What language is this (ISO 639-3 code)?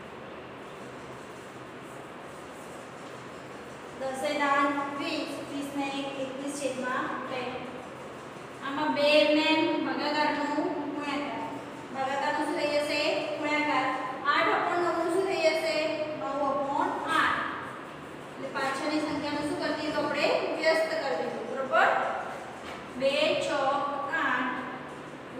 guj